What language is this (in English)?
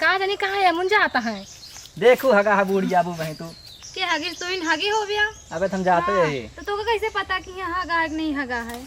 Awadhi